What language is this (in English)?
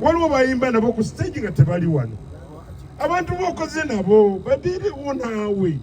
Ganda